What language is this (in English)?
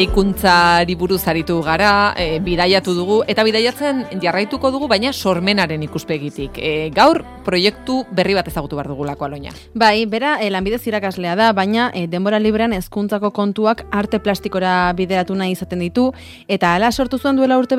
Basque